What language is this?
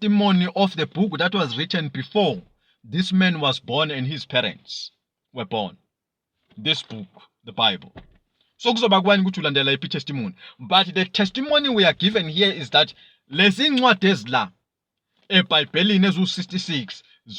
Zulu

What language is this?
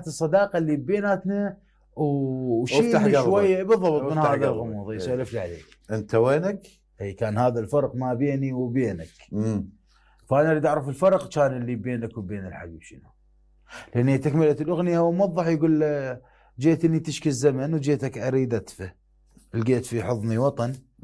Mesopotamian Arabic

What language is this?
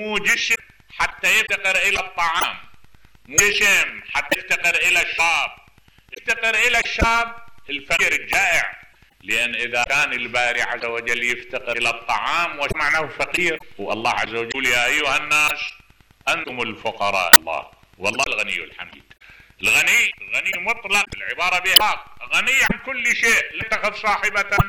Mesopotamian Arabic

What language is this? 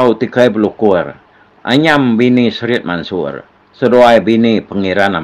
Iban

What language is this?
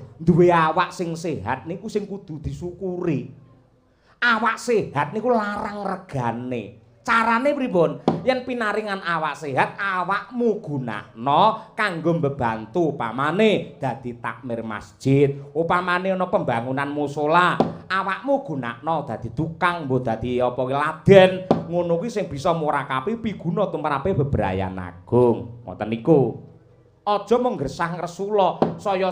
Javanese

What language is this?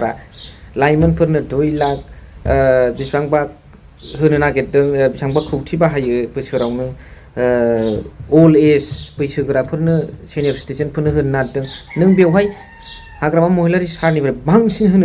Bodo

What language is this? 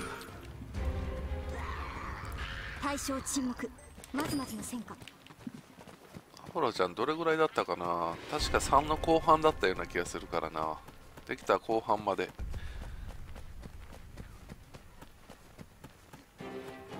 Japanese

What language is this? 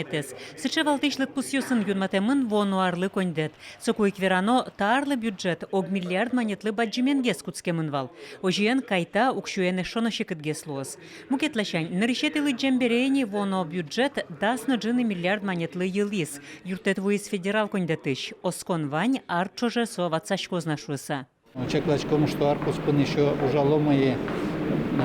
Udmurt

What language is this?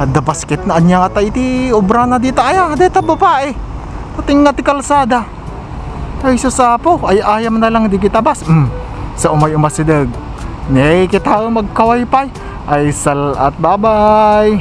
Iloko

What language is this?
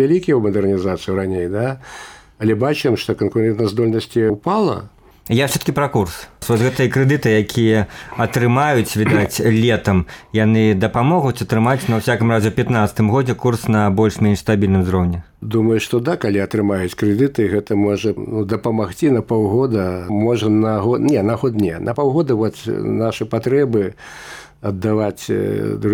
Belarusian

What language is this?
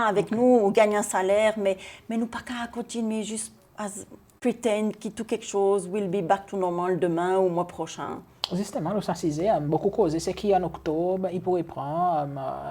Seselwa Creole French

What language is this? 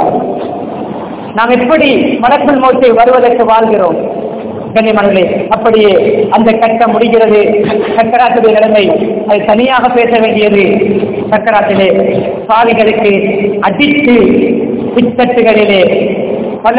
Tamil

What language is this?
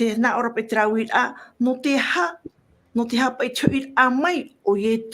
Tahitian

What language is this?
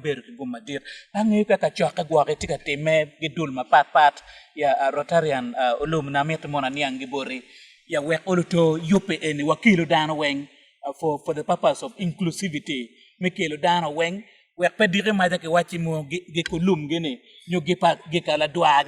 Acoli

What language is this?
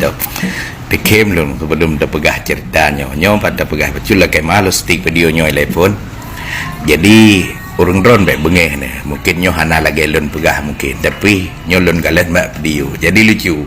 Achinese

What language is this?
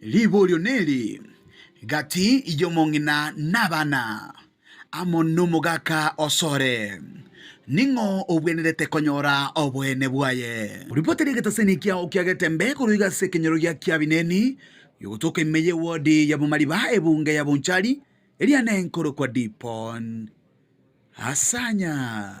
Gusii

